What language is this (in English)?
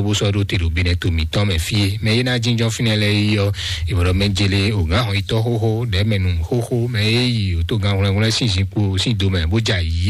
Fon